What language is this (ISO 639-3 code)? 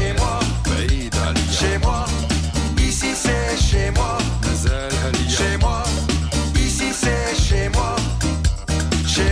fra